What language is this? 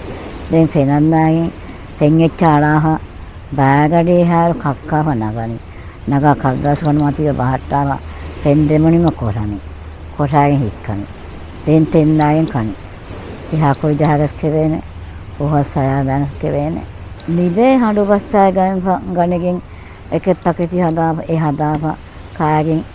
Divehi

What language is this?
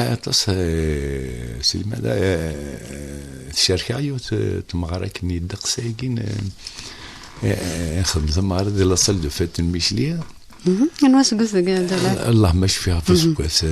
Kabyle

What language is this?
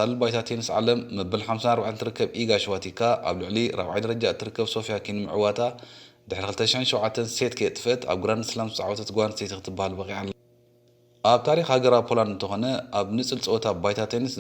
Tigrinya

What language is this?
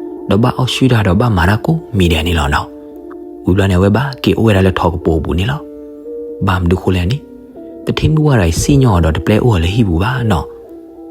S'gaw Karen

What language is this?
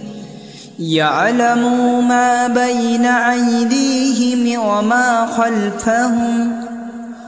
Arabic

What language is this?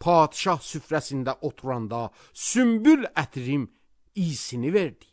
Azerbaijani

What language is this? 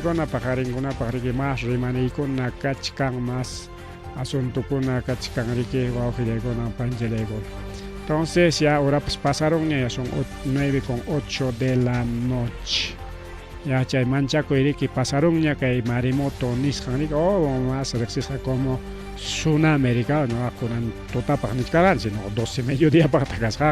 Ayacucho Quechua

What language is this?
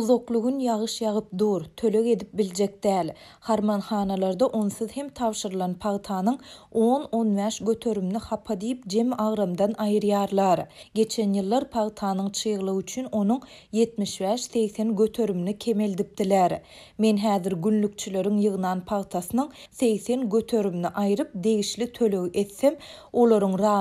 Turkmen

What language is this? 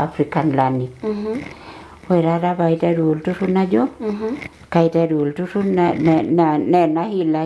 Masai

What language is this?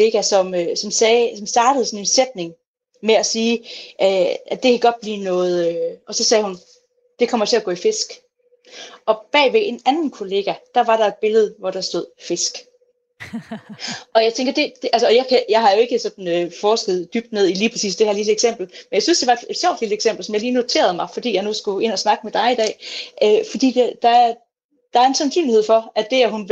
Danish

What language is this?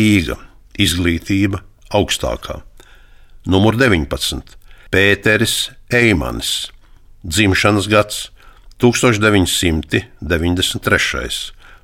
Latvian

